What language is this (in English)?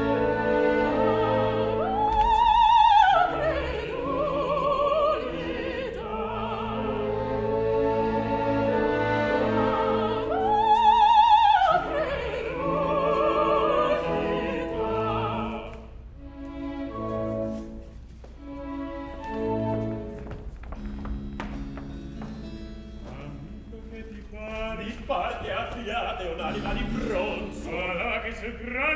Italian